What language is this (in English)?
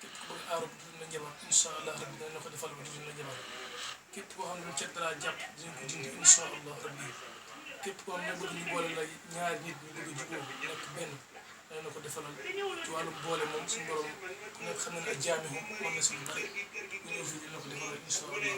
Wolof